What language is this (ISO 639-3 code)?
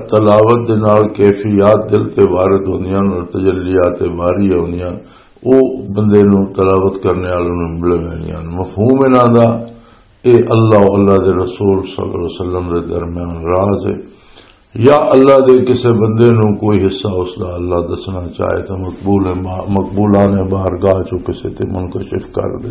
lah